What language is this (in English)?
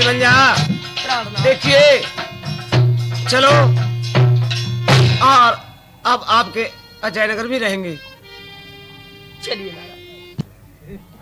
Haryanvi